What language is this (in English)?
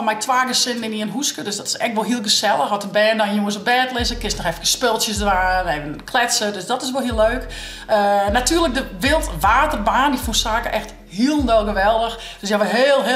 Western Frisian